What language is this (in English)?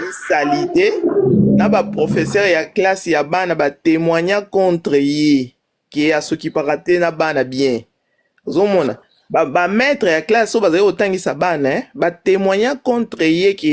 Lingala